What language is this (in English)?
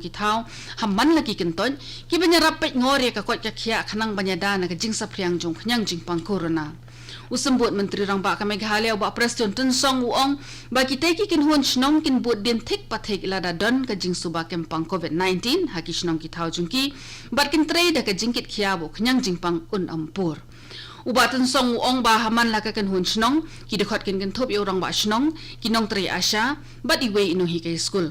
Khasi